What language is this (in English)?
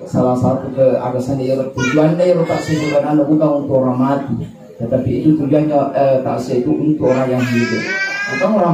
Buginese